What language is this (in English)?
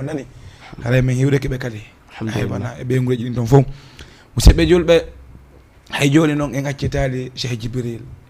Fula